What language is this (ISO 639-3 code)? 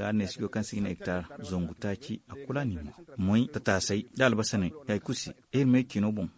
dje